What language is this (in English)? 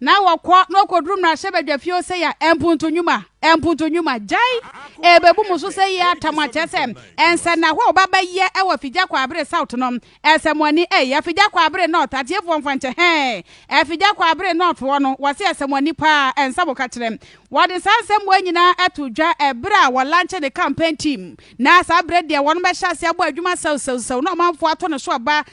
Akan